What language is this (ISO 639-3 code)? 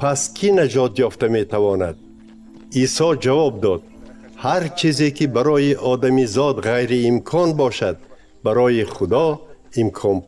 tgk